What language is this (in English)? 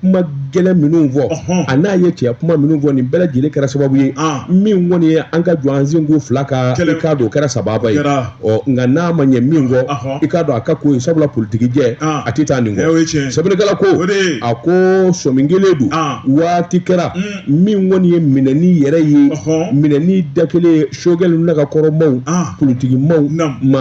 Bambara